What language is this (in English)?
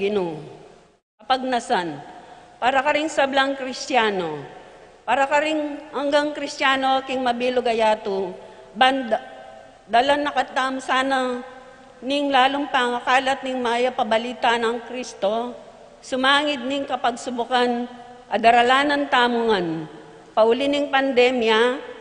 Pampanga